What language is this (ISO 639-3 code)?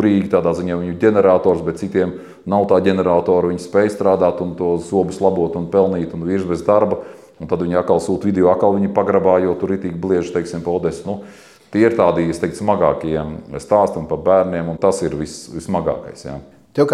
lav